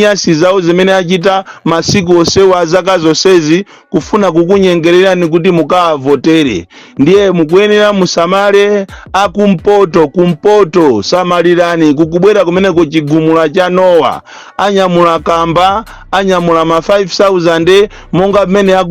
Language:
Nyanja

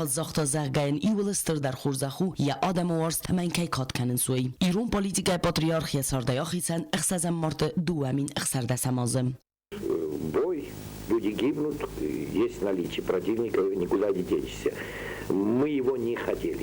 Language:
Ossetic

